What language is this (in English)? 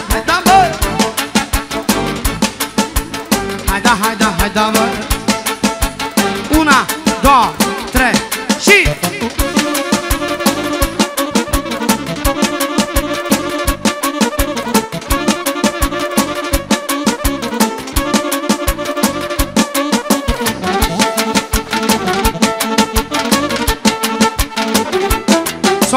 Romanian